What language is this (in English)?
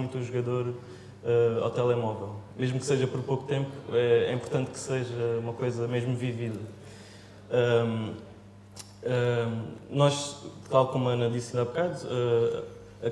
Portuguese